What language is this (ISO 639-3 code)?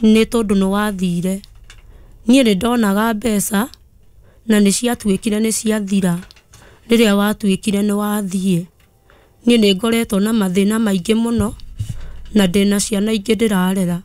kik